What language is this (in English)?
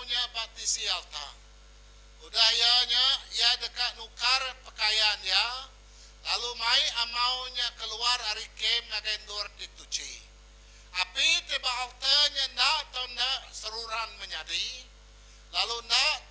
Iban